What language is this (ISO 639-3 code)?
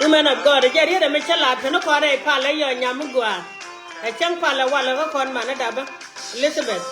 nus